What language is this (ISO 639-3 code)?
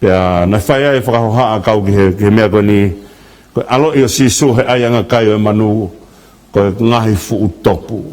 ton